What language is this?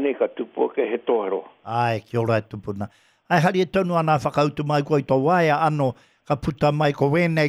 Māori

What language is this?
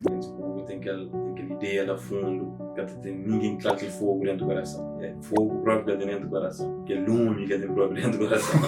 Kabuverdianu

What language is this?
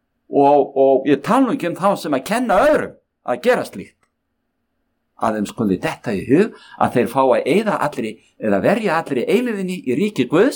Icelandic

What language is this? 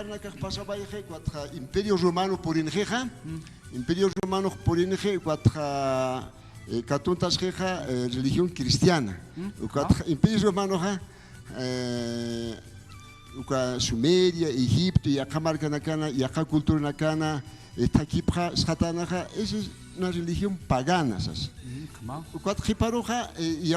Aymara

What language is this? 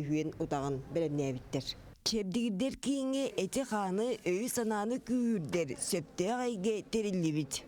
Yakut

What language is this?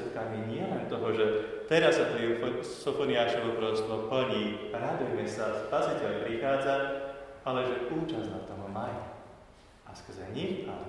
Slovak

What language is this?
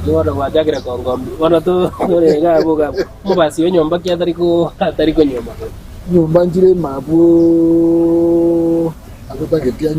Gusii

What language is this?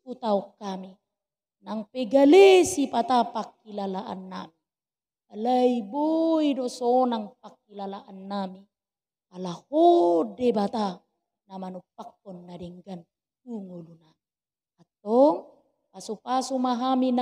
Batak Toba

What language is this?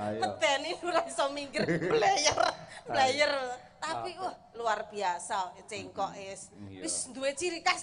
Javanese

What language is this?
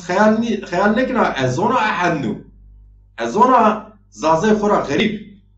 Zaza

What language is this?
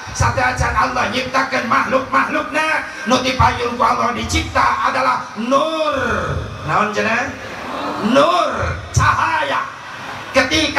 Sundanese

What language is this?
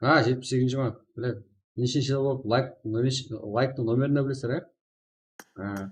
Kara-Kalpak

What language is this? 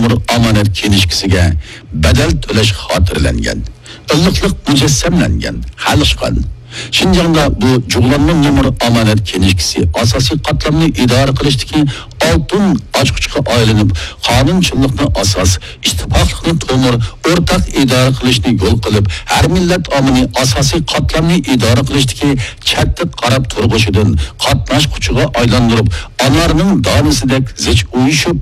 Uyghur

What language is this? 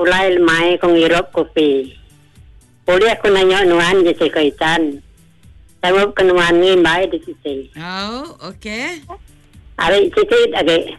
Iban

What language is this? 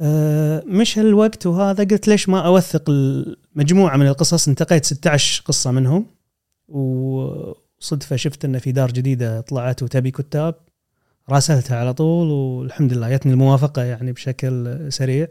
Gulf Arabic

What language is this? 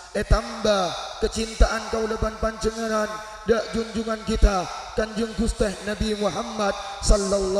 Madurese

